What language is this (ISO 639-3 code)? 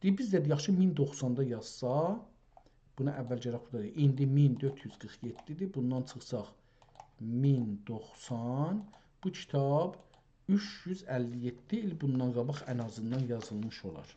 azb